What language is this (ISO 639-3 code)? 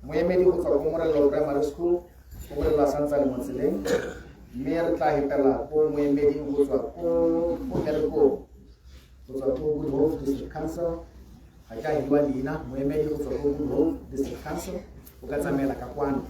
tsn